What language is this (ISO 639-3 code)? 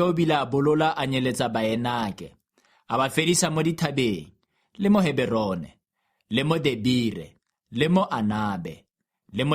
tsn